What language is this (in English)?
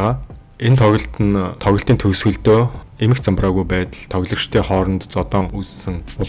Mongolian